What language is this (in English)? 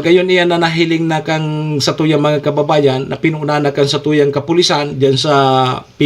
Bikol